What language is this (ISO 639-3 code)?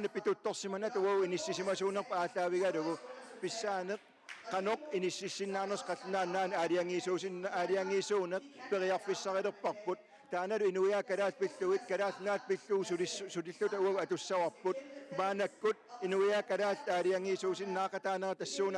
kal